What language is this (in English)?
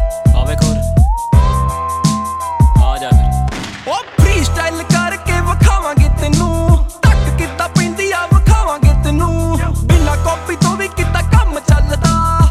Punjabi